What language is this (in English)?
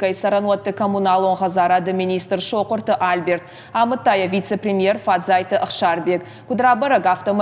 Ossetic